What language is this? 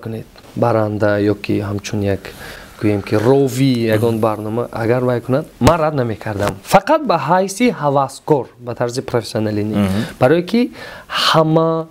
Tajik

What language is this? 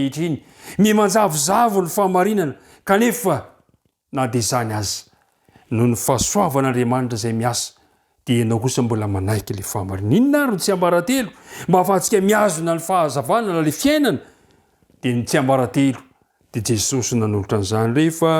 Malagasy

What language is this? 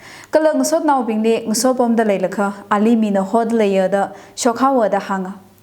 Tangkhul Naga (India)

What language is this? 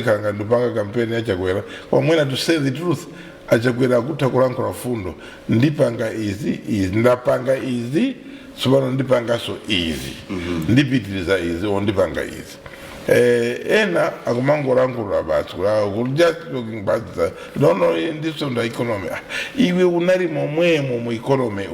Nyanja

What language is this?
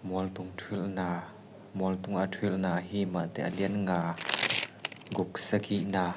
Tedim Chin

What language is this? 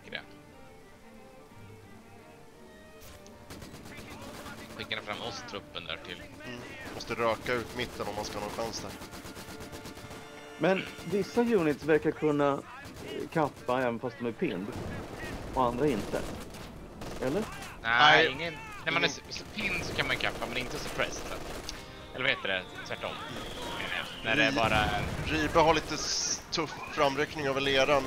Swedish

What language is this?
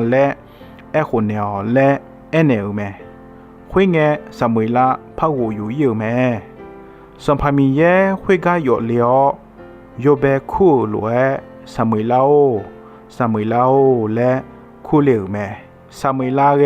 Akha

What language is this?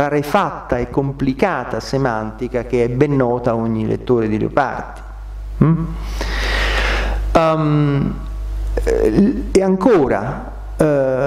Italian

